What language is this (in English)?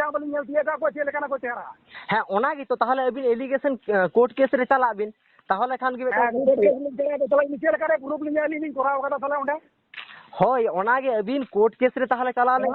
Santali